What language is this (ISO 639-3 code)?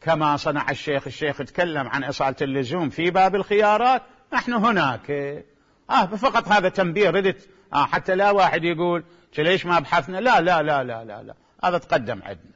acm